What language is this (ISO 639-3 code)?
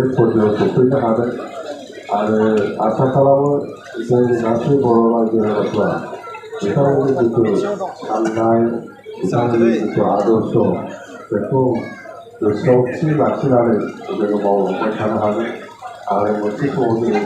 brx